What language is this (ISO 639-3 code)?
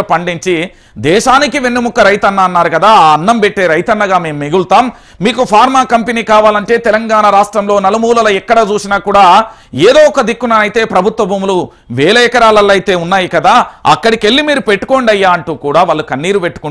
tel